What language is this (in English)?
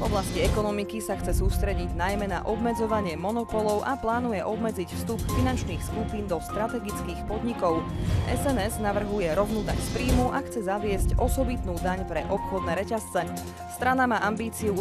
Slovak